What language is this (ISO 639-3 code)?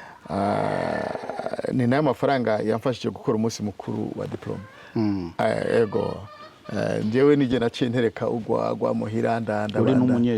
run